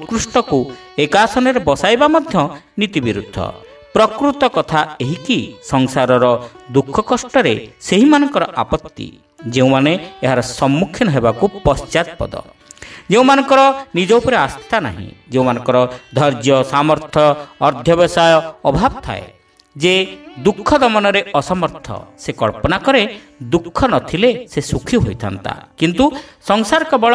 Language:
Odia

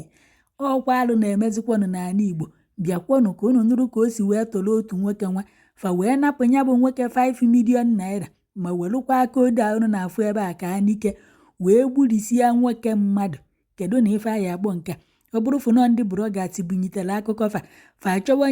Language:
Igbo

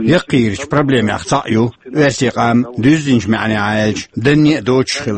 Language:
Chechen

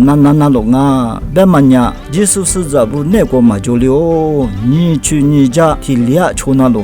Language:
Lisu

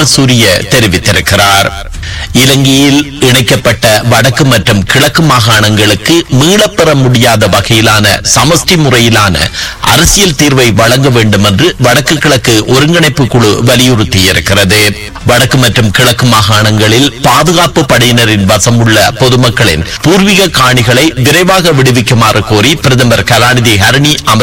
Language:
Tamil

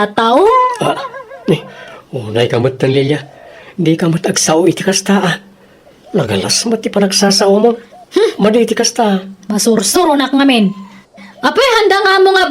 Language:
Iloko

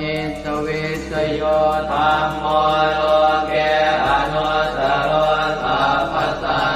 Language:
Pali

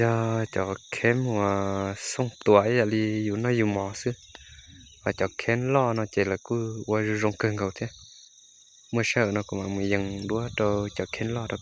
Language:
Hmong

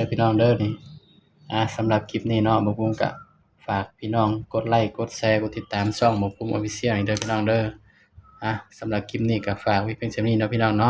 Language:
Northeastern Thai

